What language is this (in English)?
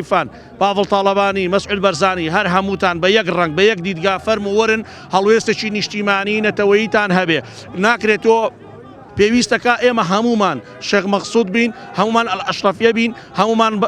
Central Kurdish